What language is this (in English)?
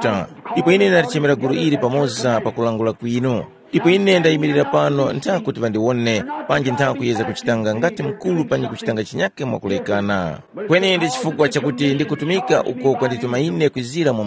Tumbuka